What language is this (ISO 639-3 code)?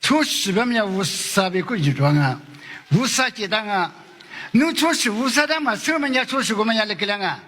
lis